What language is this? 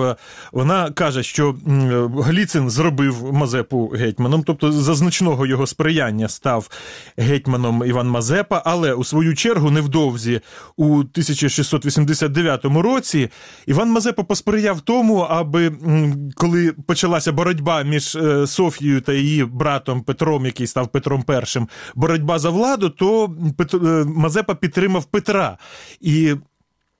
Ukrainian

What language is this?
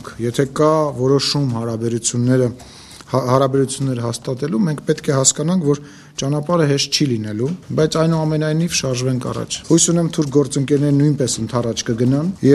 Armenian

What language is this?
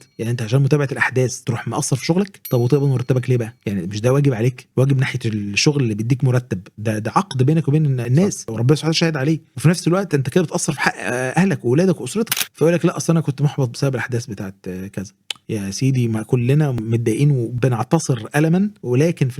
Egyptian Arabic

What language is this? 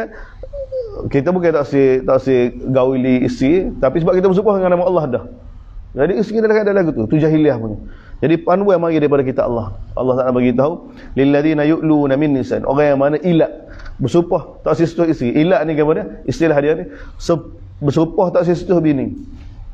Malay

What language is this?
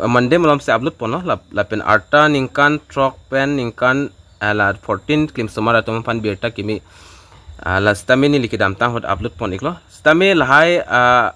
Karbi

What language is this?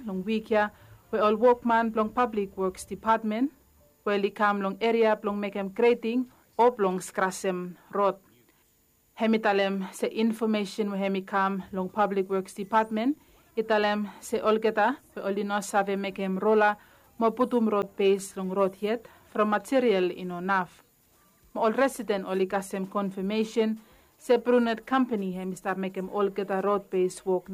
Bislama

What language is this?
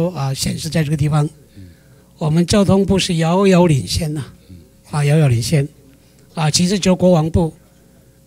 Chinese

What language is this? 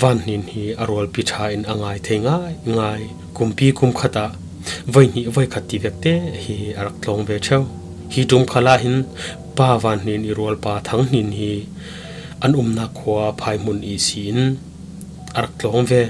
Falam Chin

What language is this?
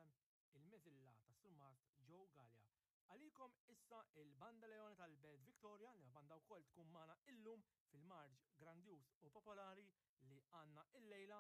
Maltese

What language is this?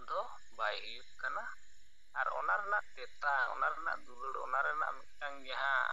Santali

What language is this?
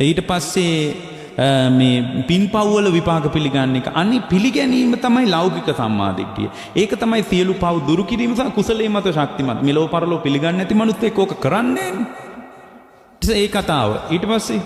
Sinhala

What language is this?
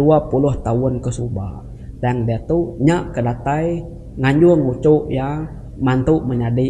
Iban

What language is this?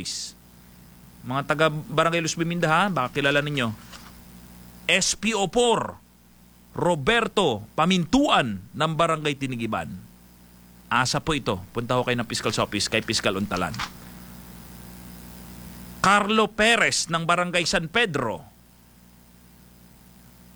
Filipino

